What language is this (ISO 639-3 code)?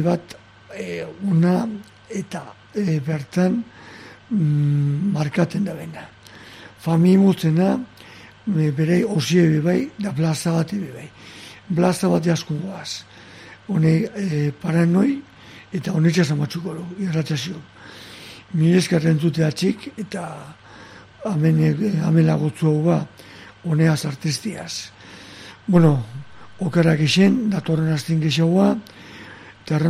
eus